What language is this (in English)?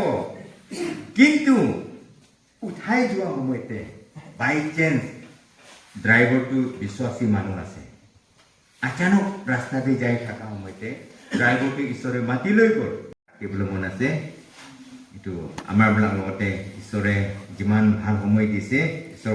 Naga Pidgin